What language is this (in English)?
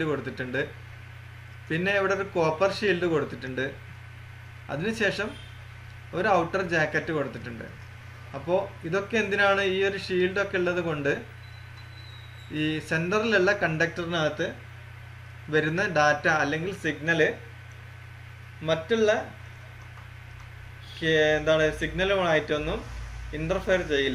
Malayalam